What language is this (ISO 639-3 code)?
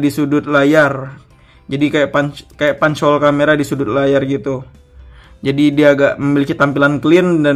ind